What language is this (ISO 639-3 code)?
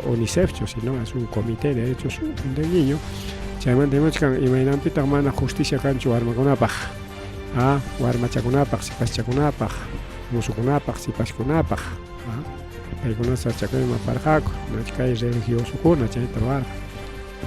quy